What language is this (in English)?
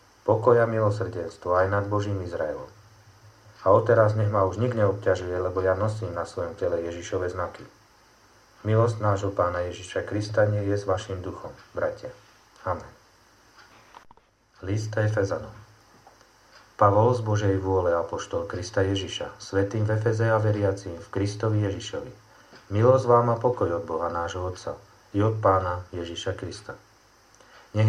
Slovak